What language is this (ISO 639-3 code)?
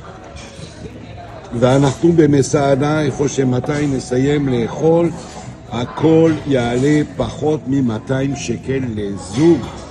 heb